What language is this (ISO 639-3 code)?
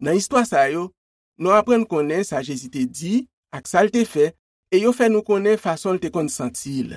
hat